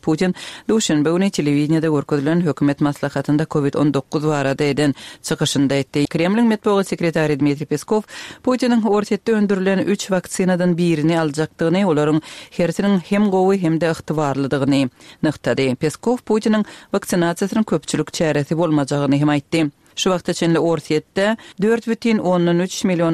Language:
Turkmen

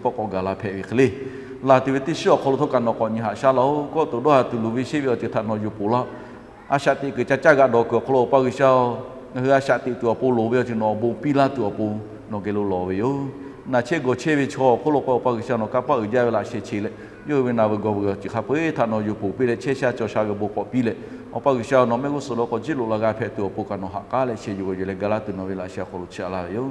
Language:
Lahu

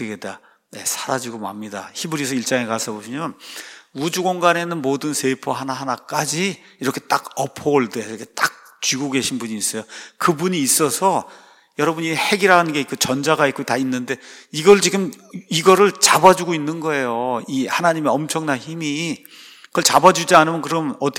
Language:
Korean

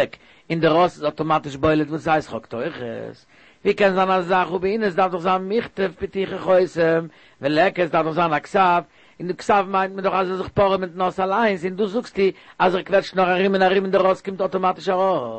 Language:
Yiddish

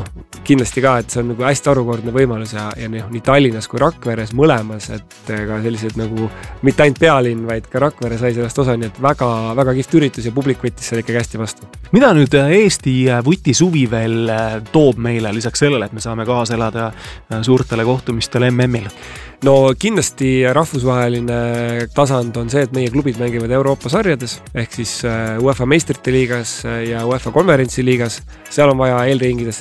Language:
Estonian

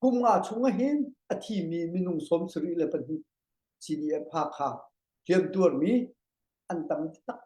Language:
Hakha Chin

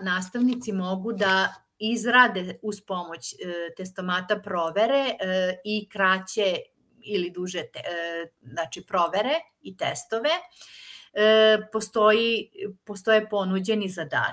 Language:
Serbian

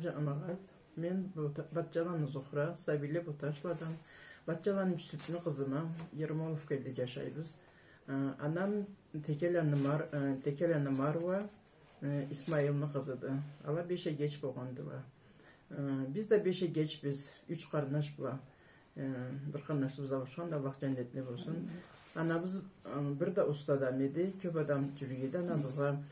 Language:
Karachay-Balkar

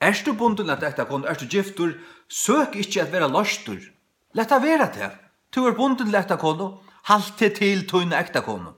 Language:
Faroese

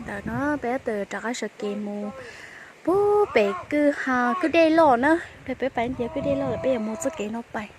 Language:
Hmong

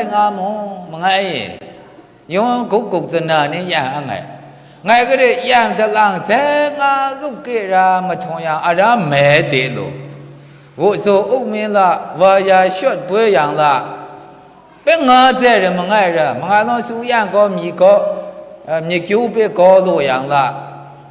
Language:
Maru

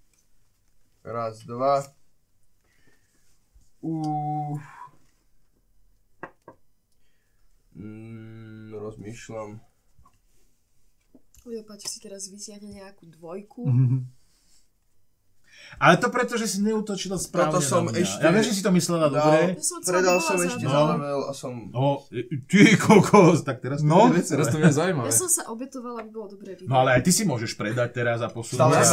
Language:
Slovak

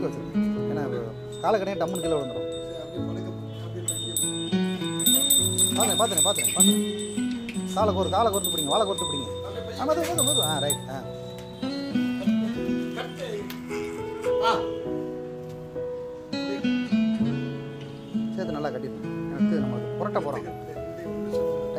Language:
Tamil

